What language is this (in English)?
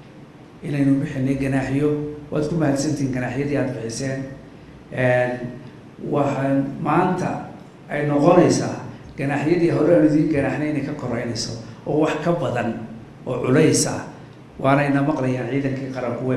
Somali